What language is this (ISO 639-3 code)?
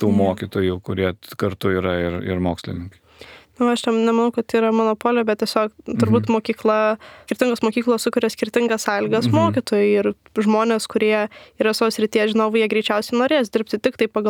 lit